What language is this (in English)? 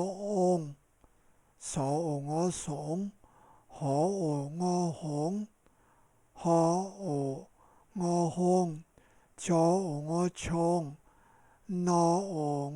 Shan